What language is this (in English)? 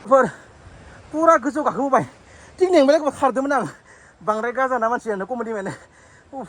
Bodo